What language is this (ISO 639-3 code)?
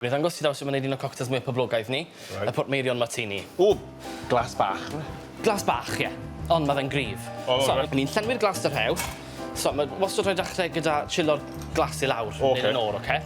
cym